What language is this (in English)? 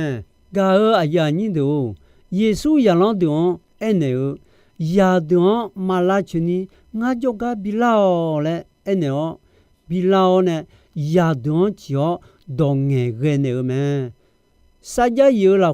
Akha